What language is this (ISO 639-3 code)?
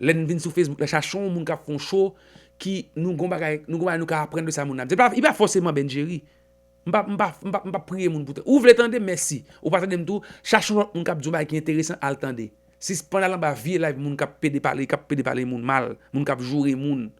hat